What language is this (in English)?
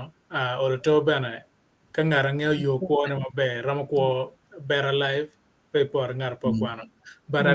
Acoli